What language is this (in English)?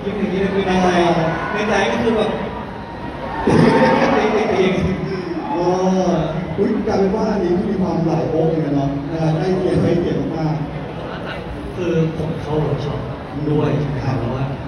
Thai